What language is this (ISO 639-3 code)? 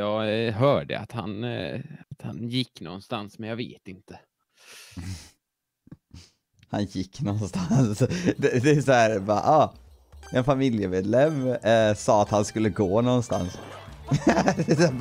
swe